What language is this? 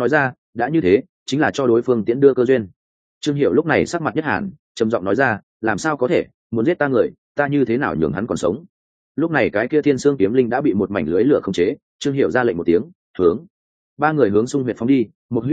Vietnamese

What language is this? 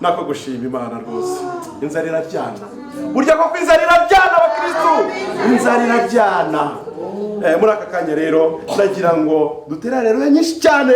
Kinyarwanda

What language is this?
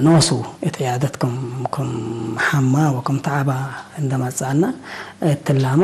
Tigre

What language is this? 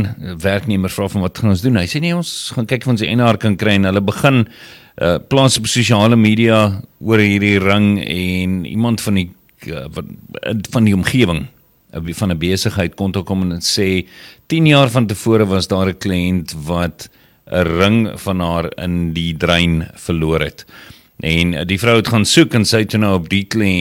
Afrikaans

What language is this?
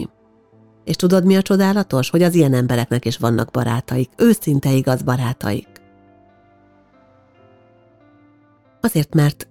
Hungarian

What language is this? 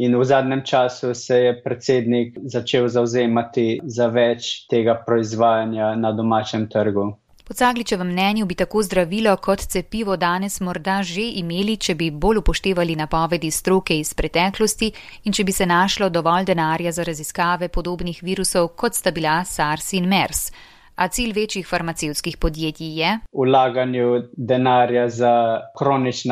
Slovenian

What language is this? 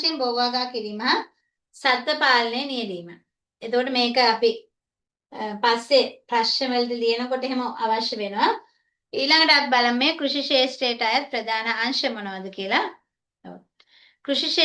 Sinhala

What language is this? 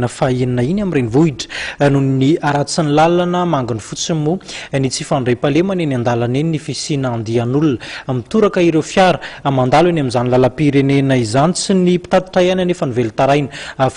Malagasy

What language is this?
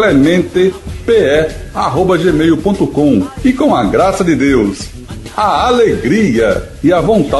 Portuguese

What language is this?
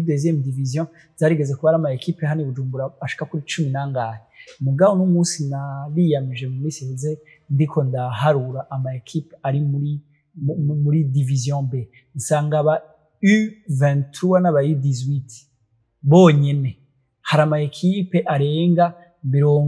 Rundi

